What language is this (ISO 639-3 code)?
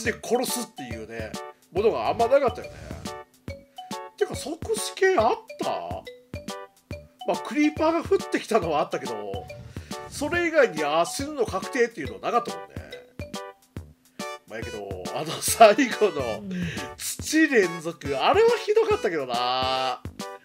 jpn